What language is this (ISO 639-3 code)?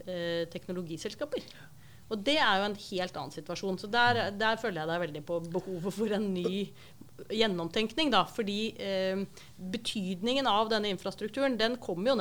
nor